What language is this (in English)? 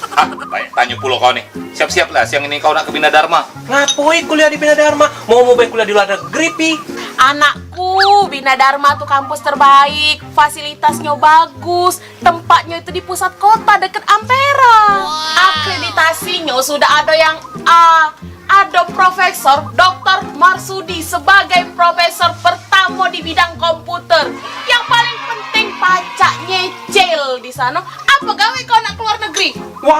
Musi